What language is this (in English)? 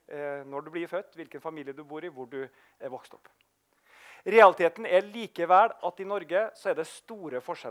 Norwegian